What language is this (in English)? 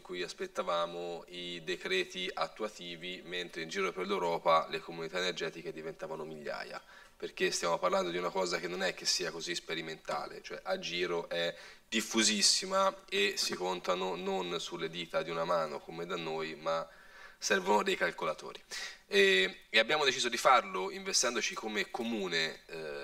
Italian